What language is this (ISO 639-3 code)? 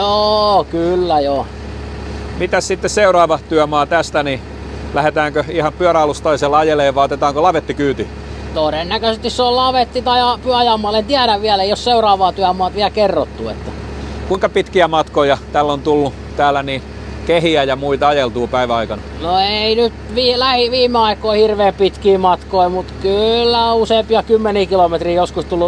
fin